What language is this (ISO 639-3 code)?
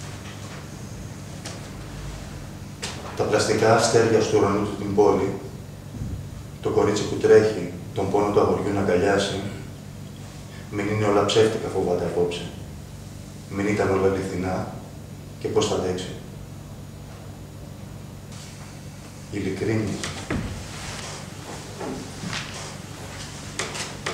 ell